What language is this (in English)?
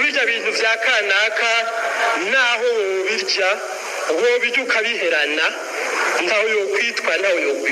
Rundi